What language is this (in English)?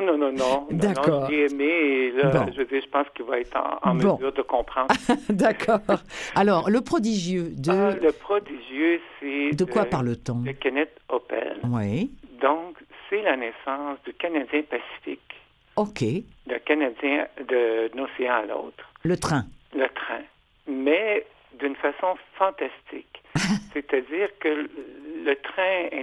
French